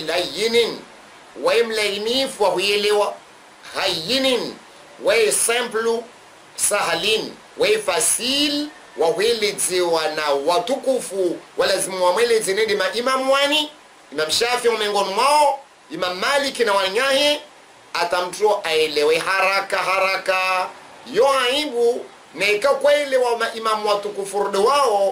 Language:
Swahili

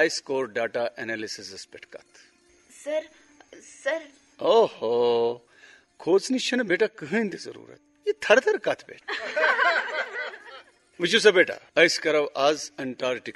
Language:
Kashmiri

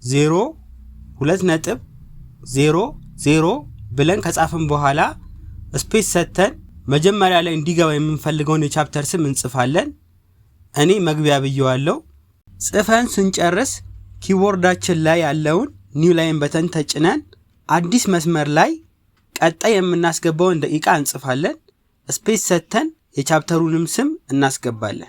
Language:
Amharic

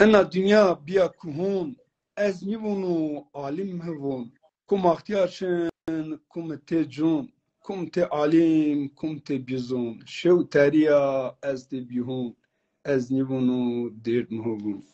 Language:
Zaza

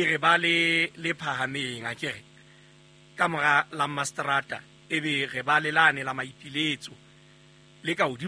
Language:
Southern Sotho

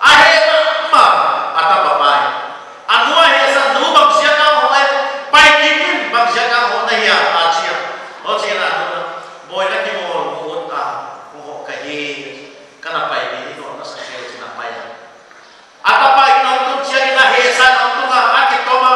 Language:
Paite Chin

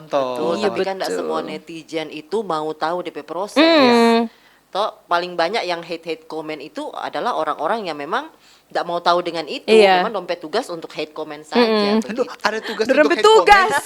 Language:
Manado Malay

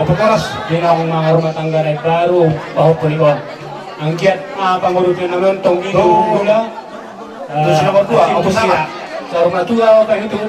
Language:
Batak Toba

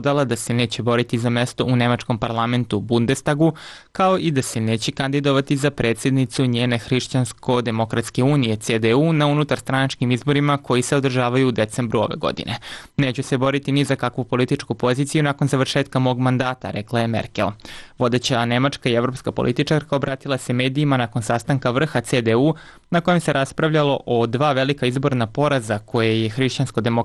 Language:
Serbian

